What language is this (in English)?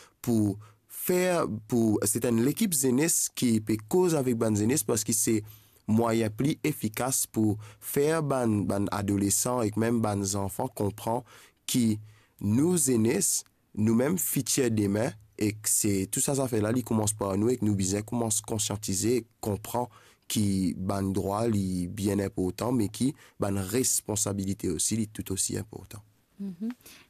Morisyen